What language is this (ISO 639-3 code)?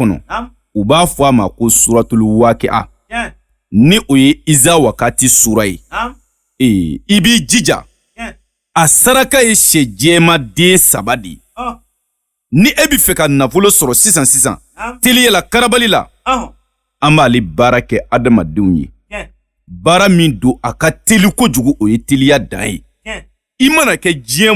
bam